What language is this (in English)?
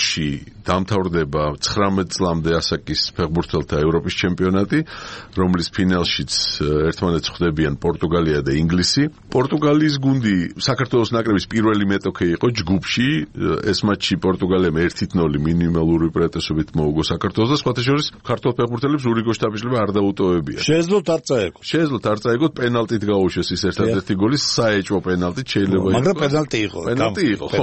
Georgian